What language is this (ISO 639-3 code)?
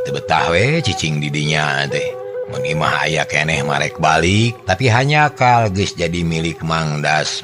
sun